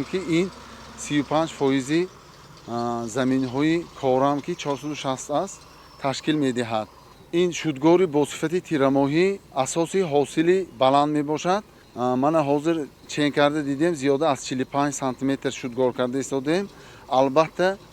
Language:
Tajik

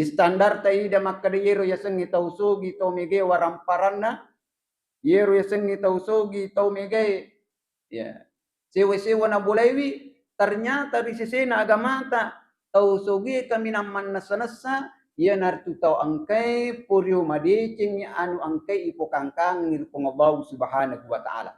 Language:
Buginese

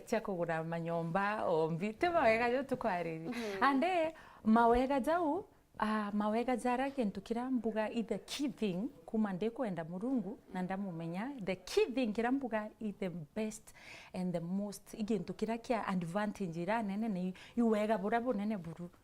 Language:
Meru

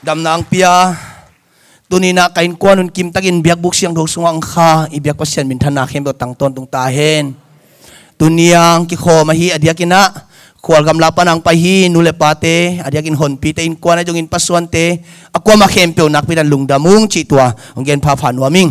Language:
Tedim Chin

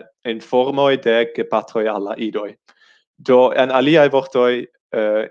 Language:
Esperanto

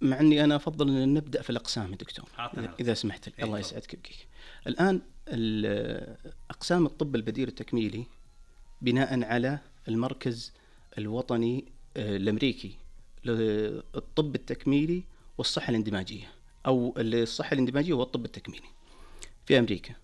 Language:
Najdi Arabic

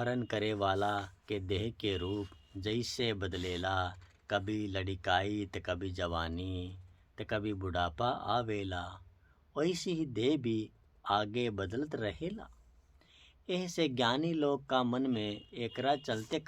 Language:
Bhojpuri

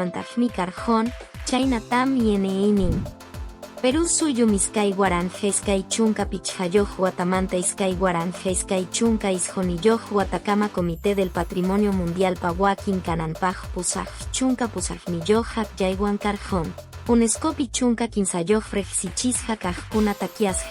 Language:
Quechua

